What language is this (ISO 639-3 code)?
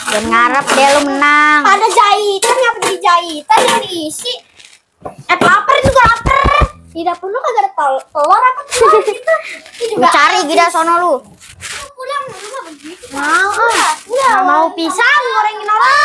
bew